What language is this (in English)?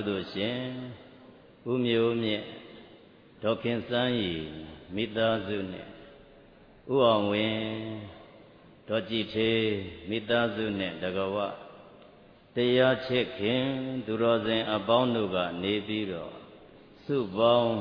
Burmese